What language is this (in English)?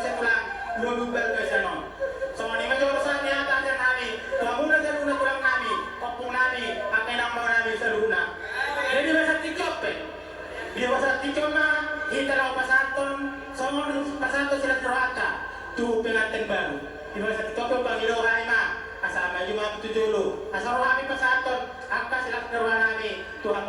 Batak Toba